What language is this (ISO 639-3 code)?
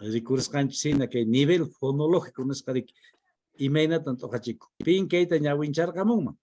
que